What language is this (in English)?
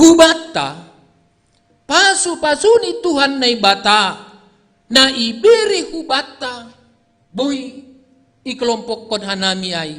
Batak Simalungun